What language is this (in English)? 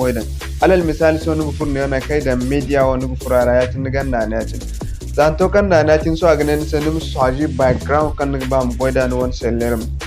Zarma